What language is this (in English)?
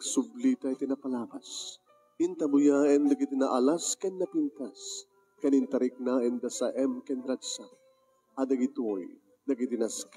Iloko